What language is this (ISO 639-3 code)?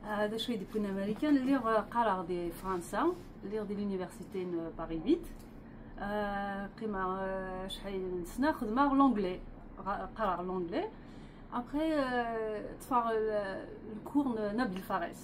kab